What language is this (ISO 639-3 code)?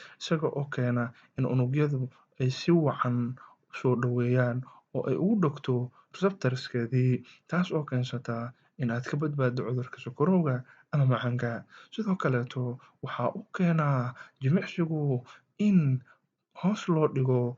som